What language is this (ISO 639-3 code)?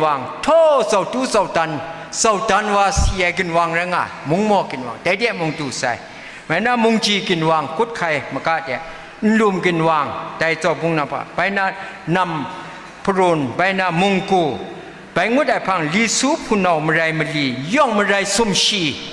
kac